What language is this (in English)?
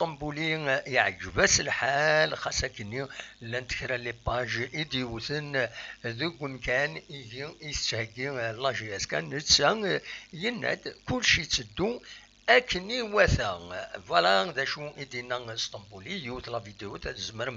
Kabyle